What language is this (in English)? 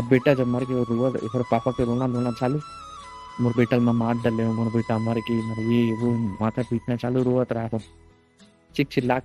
Chhattisgarhi